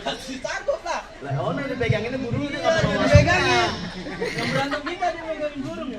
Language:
Betawi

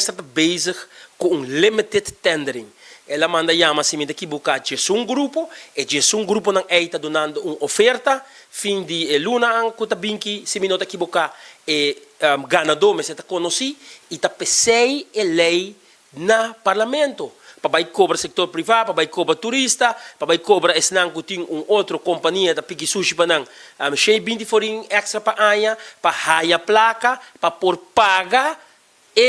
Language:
Papiamento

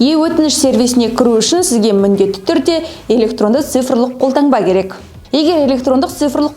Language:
Kazakh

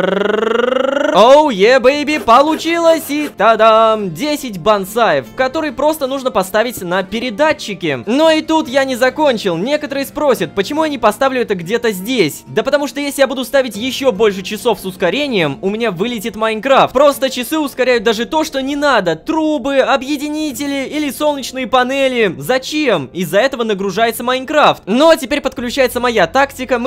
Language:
Russian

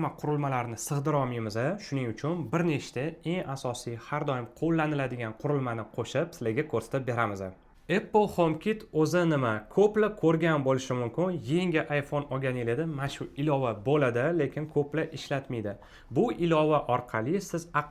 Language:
Uzbek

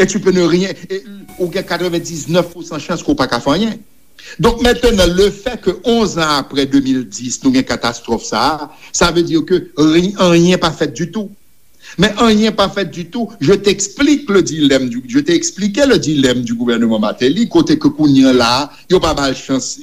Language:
Haitian Creole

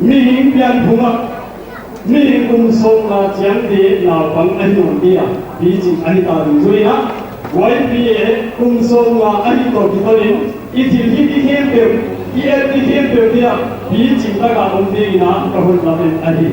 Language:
Paite Chin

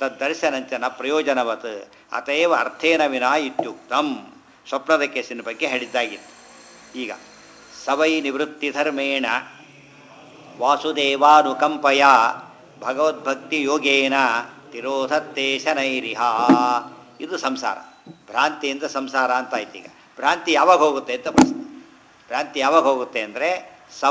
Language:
Kannada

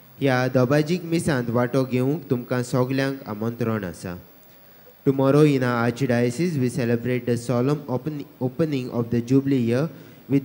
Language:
Konkani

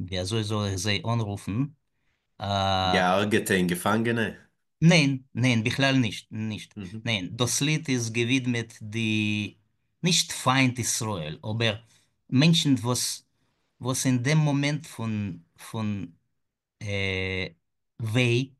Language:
Yiddish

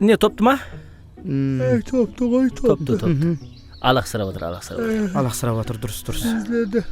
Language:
Kara-Kalpak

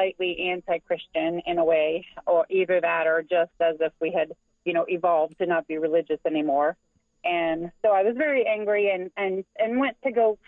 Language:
English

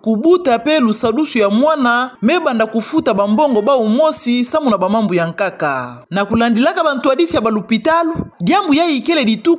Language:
Kituba (Democratic Republic of Congo)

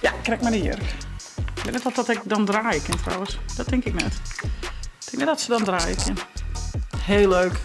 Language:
Western Frisian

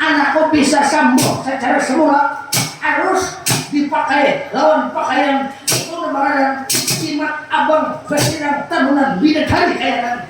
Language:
Banjar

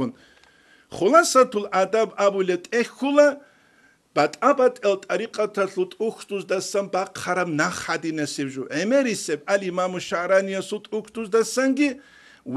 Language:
Avaric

